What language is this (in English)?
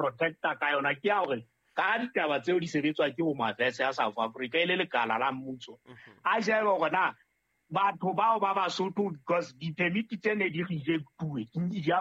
Southern Sotho